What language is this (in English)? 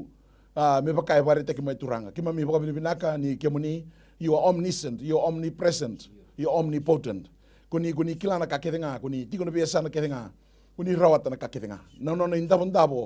Fijian